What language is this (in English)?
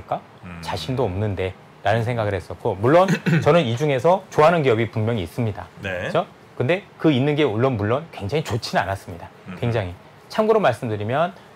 Korean